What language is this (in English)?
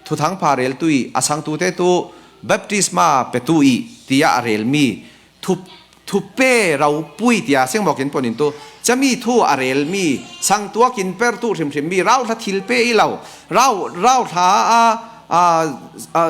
Falam Chin